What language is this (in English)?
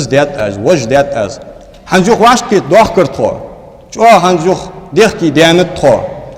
Ingush